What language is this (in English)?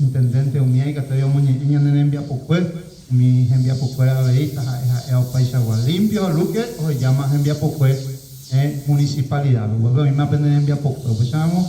Guarani